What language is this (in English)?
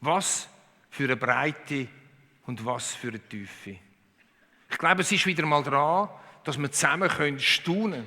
Swiss German